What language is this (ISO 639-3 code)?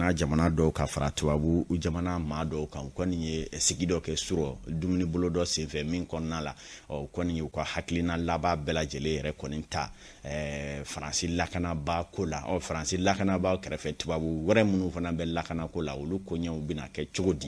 bam